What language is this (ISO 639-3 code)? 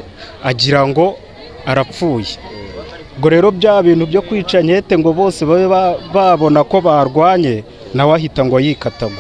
kin